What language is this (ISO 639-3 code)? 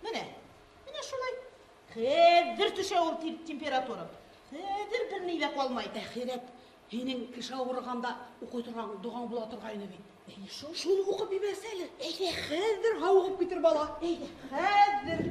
bak